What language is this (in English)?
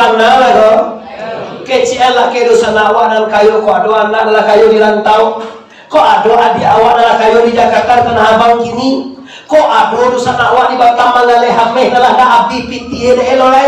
Minangkabau